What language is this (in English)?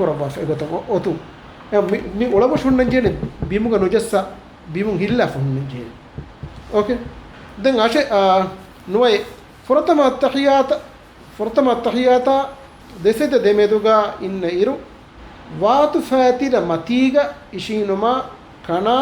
Divehi